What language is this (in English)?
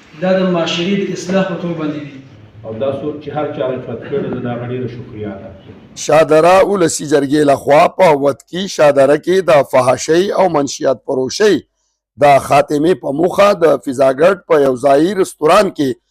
Pashto